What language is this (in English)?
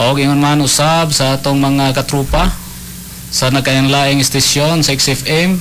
Cebuano